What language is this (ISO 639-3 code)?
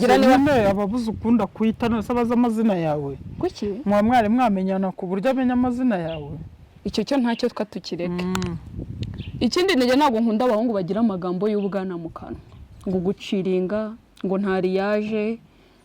kin